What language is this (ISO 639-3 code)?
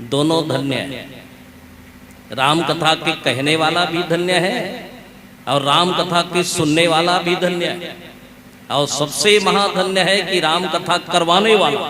hne